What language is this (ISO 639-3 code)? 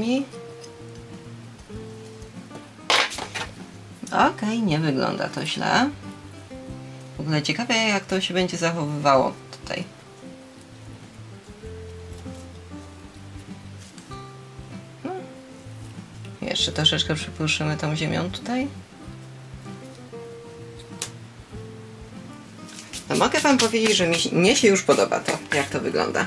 pol